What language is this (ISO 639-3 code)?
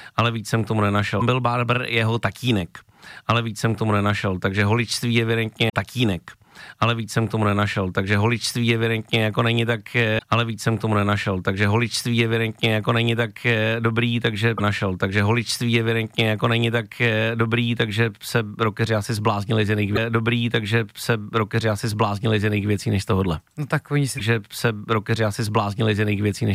ces